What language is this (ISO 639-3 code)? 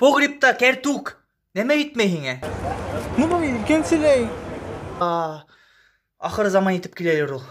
bak